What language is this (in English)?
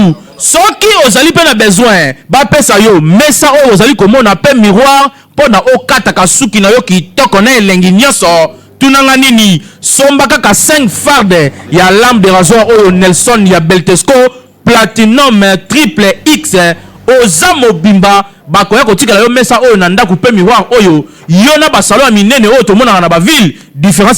Lingala